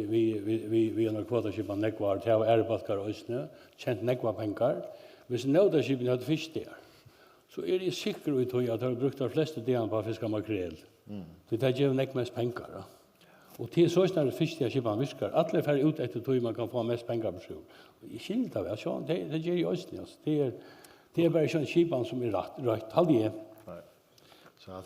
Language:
Faroese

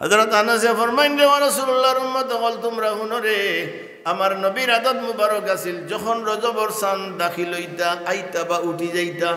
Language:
Sylheti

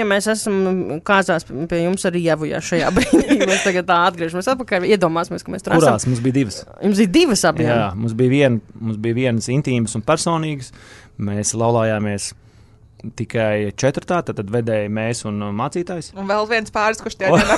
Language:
Latvian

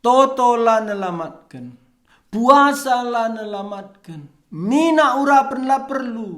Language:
Batak Karo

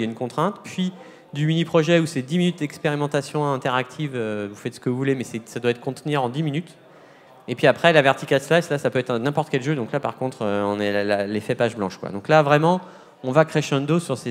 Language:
French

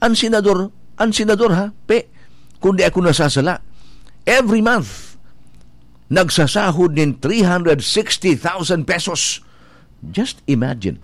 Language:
Bikol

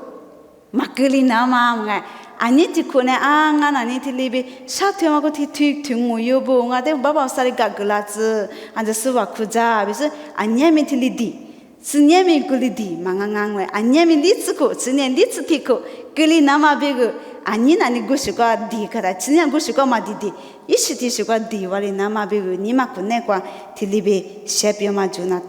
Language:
Lisu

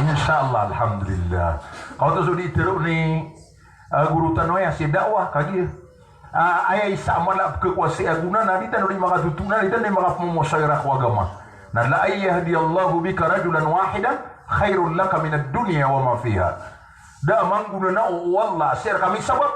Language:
Maranao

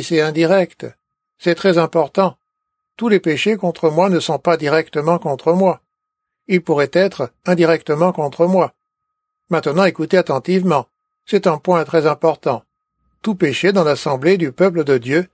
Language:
French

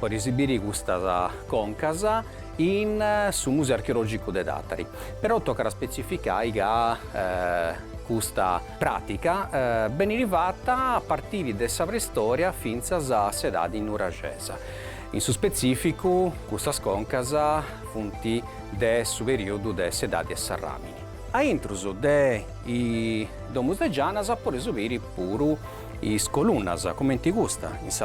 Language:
Sardinian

